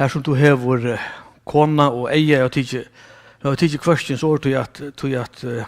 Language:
Faroese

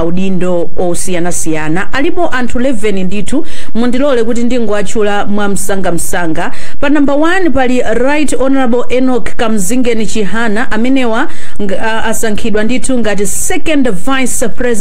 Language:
Nyanja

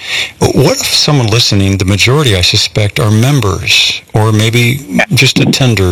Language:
English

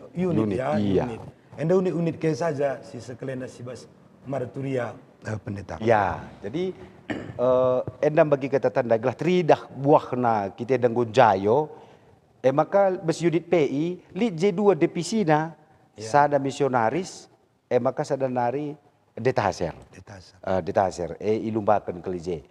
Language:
Batak Karo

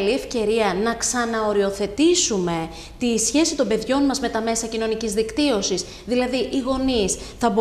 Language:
Greek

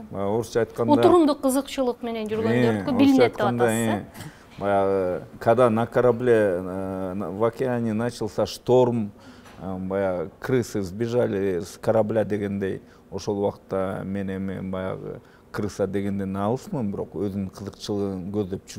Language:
Kyrgyz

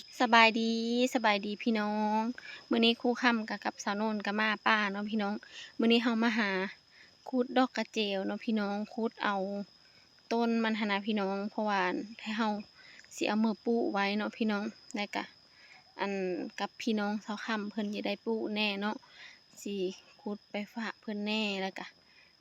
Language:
Lao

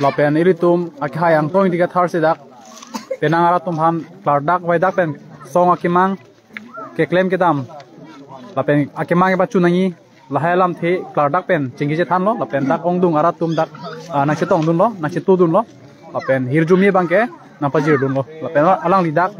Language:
Karbi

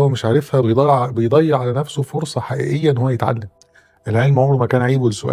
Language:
Egyptian Arabic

